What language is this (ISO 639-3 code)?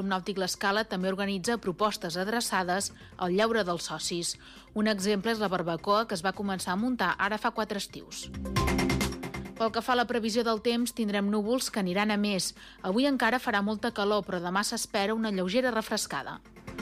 cat